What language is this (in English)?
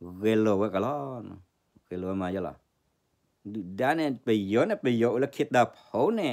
S'gaw Karen